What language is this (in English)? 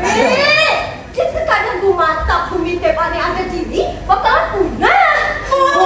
Balinese